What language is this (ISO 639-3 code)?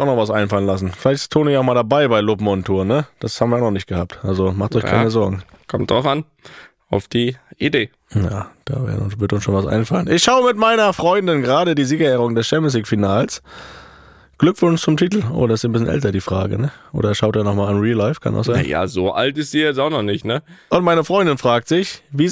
deu